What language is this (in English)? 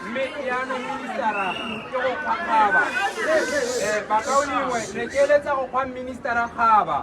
Tswana